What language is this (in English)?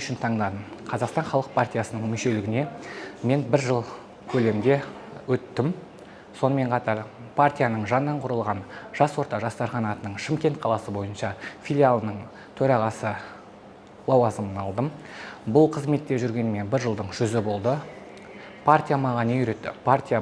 Kazakh